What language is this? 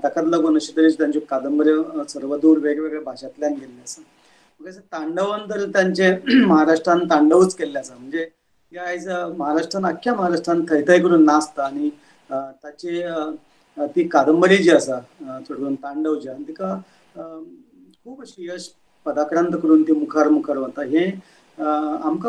Konkani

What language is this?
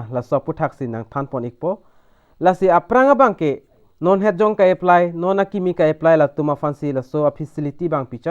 Karbi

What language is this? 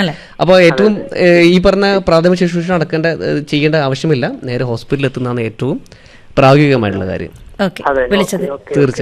Malayalam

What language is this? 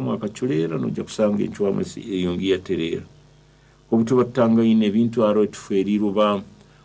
Nyoro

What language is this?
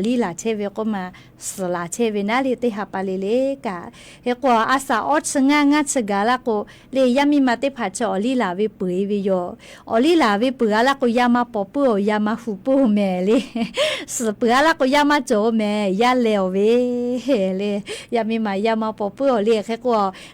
Lahu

